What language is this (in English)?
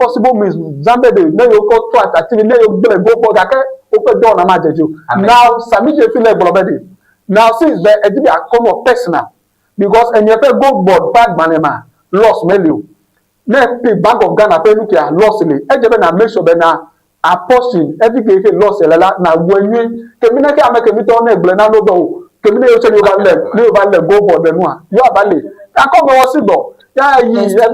Ewe